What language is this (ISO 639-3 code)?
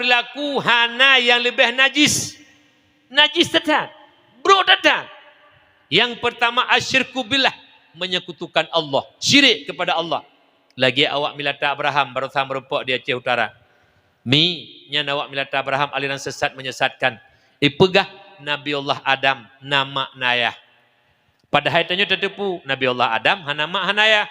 ace